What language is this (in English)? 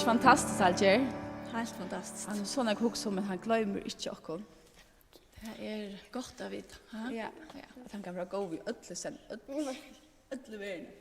Faroese